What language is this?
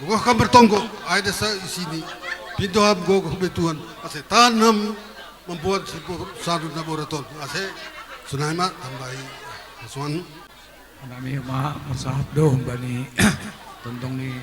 Batak Simalungun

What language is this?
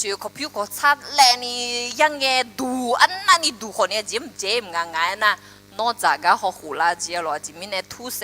Akha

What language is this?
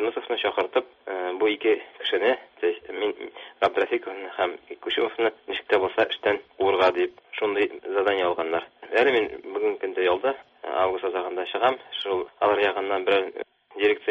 Tatar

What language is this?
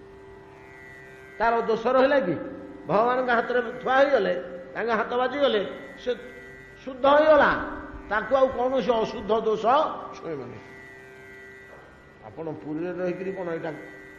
Odia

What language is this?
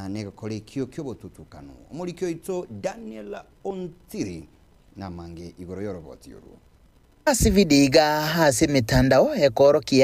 Gusii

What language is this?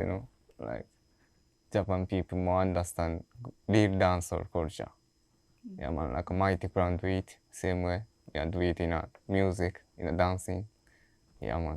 Jamaican Creole English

